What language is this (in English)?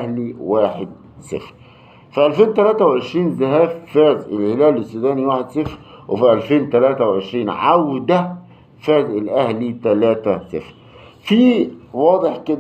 Egyptian Arabic